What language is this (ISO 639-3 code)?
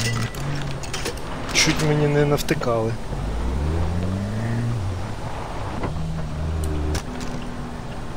ukr